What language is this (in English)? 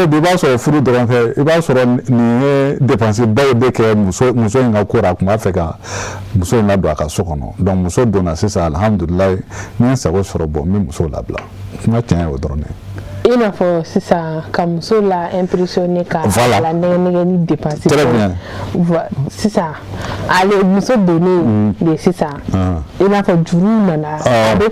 Bambara